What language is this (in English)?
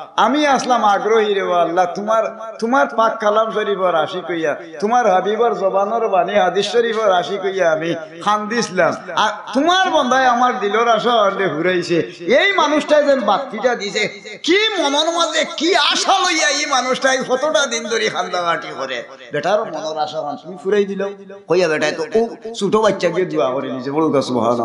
Sylheti